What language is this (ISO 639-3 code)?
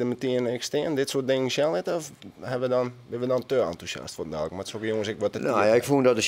fry